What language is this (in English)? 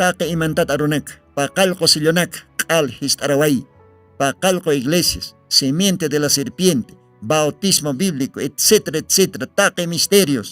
Aymara